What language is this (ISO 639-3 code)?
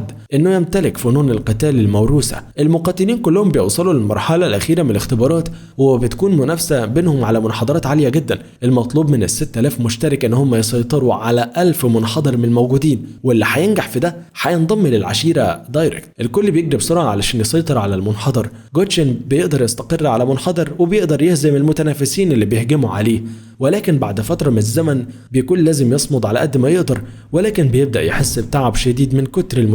arz